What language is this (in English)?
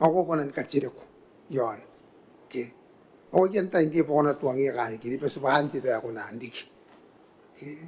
Gilbertese